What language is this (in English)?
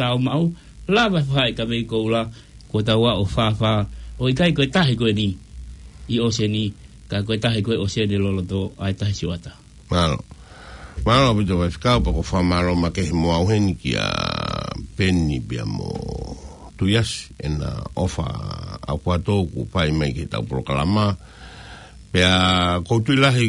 Tongan